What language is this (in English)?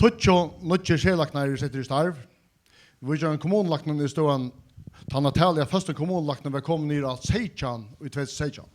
Faroese